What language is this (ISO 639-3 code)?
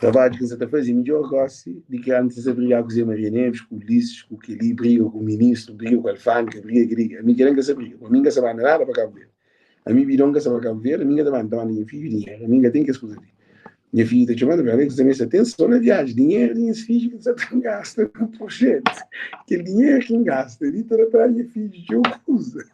kea